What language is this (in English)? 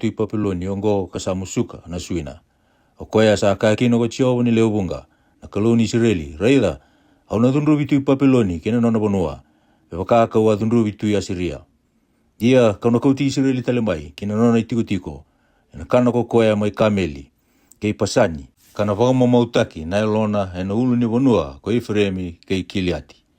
Fijian